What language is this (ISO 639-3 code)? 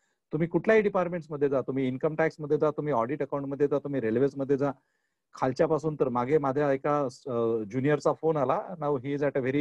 mar